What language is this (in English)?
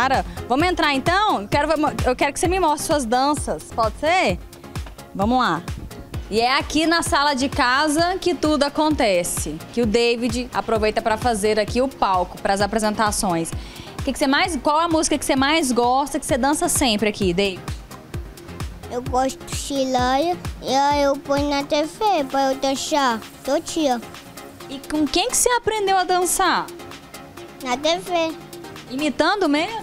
Portuguese